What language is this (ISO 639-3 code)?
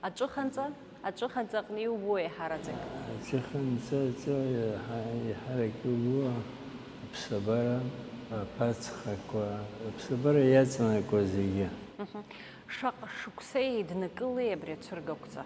abk